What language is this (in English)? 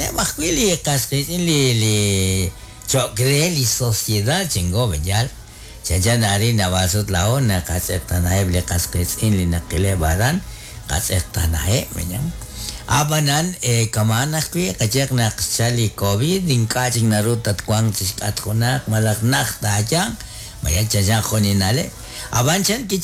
Kekchí